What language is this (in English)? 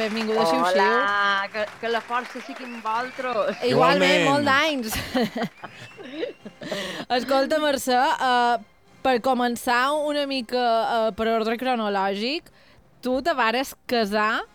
Catalan